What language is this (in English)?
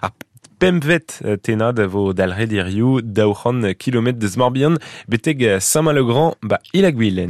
Breton